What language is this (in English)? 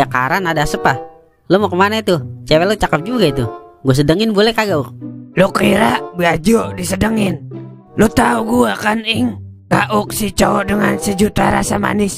Betawi